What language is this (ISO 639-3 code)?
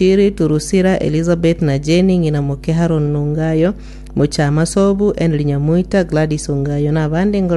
guz